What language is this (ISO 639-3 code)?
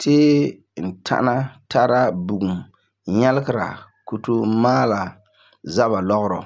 gur